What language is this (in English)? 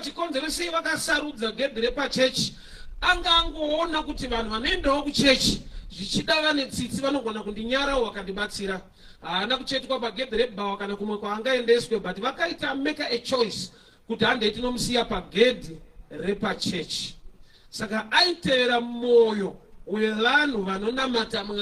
Shona